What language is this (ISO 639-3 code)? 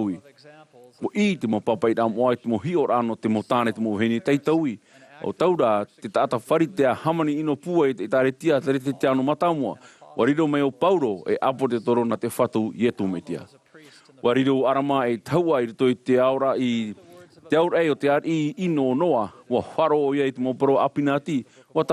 tah